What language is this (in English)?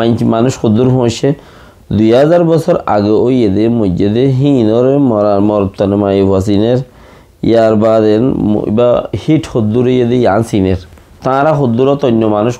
Rohingya